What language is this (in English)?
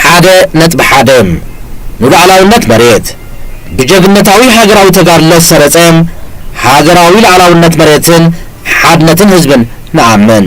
Tigrinya